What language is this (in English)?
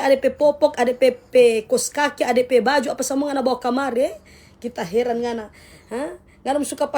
Manado Malay